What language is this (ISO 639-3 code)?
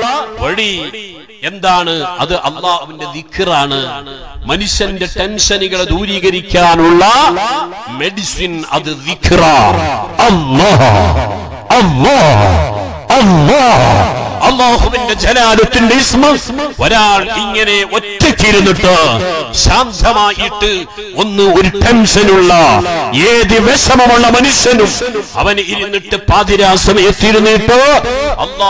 mal